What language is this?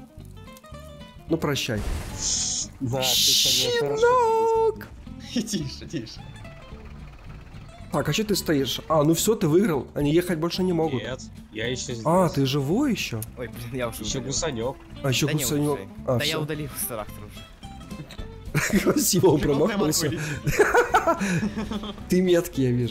Russian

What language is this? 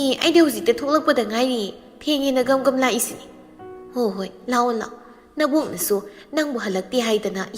Manipuri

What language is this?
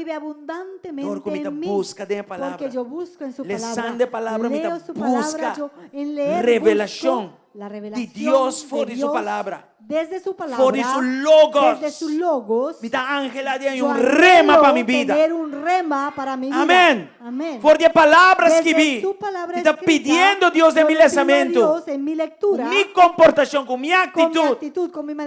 Papiamento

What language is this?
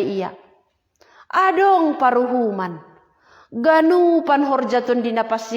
Batak Simalungun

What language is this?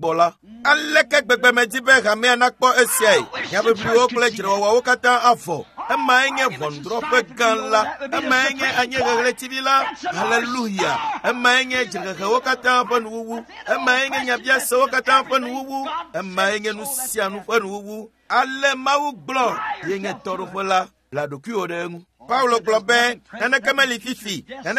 Ewe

